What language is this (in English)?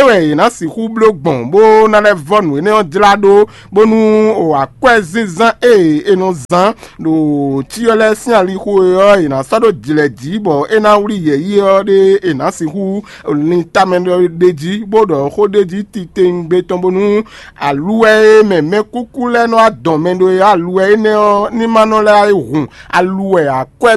Fon